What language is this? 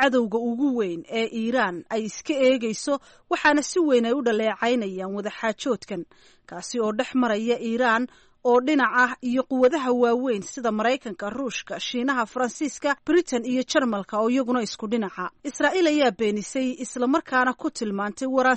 Somali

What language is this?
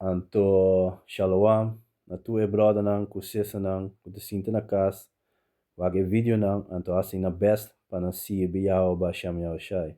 Papiamento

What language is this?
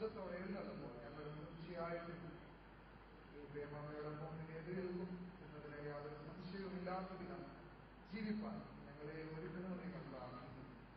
Malayalam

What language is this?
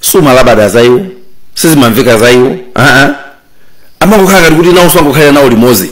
Nyanja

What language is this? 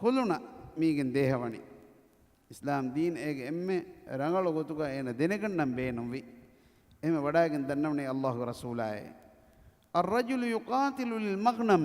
Divehi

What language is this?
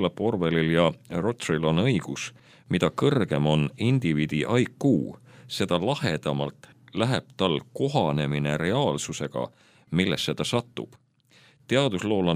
Estonian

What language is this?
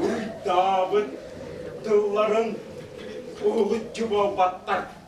Yakut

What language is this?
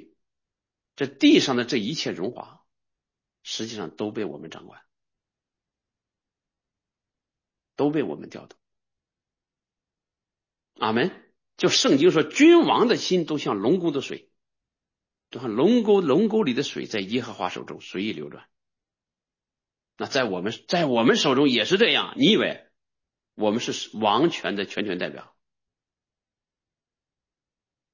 Chinese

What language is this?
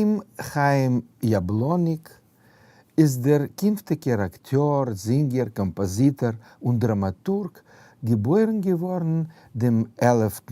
Yiddish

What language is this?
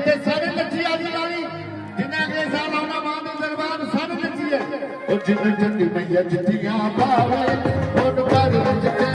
Dogri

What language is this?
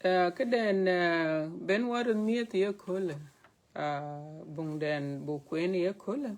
Dinka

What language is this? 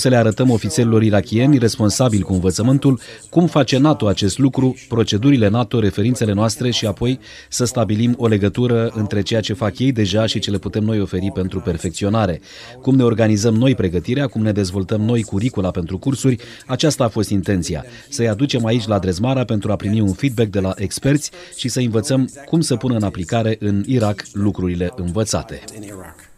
Romanian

